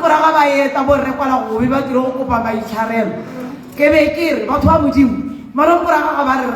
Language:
Tswana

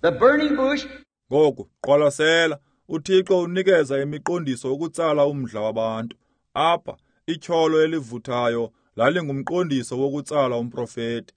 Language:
Xhosa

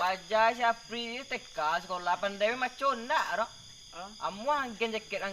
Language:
Minangkabau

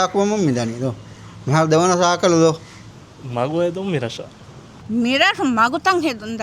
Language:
Divehi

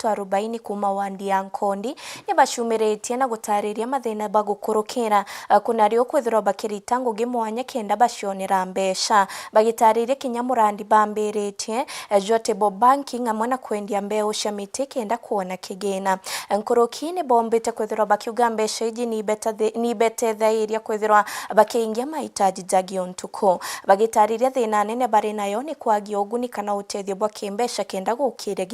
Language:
Meru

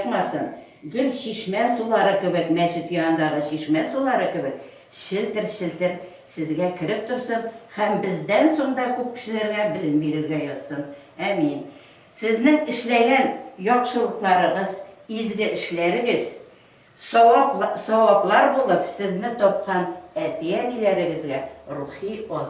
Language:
Tatar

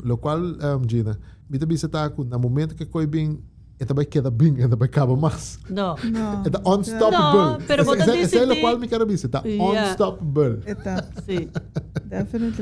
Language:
Papiamento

